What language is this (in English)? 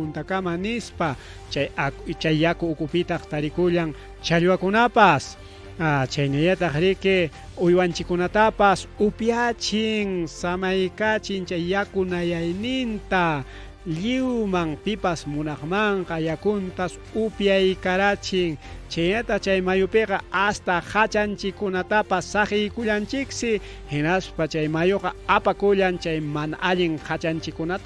Ayacucho Quechua